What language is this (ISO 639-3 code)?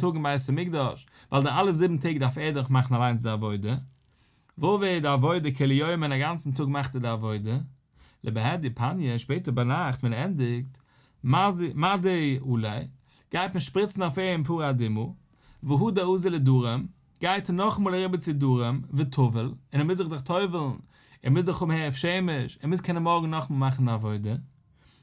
yid